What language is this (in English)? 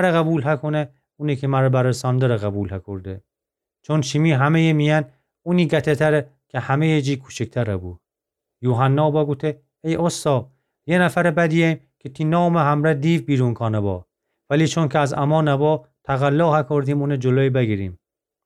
Gilaki